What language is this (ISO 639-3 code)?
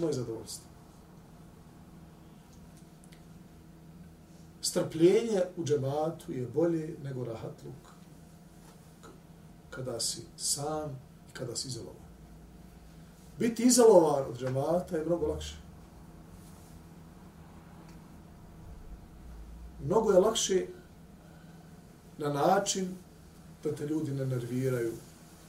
bos